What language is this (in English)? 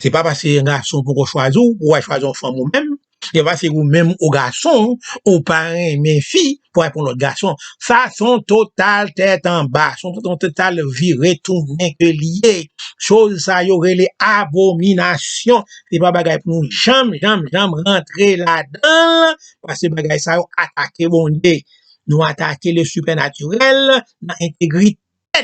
Haitian Creole